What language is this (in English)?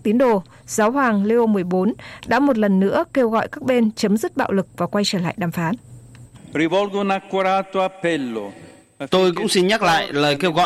Vietnamese